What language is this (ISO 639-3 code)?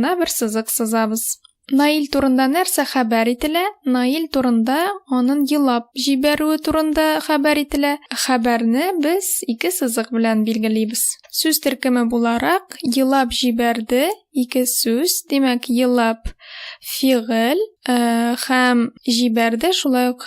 tat